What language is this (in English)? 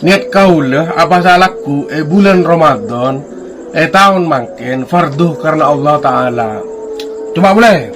Madurese